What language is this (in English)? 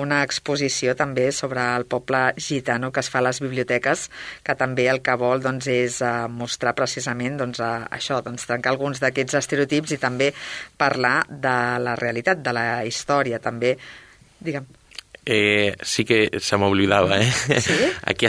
Catalan